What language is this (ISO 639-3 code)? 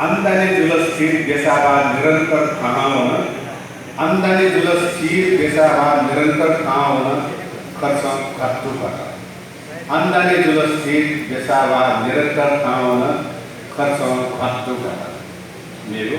new